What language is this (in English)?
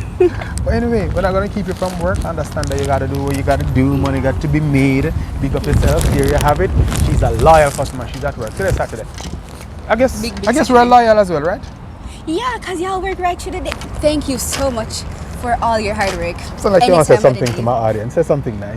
Jamaican Creole English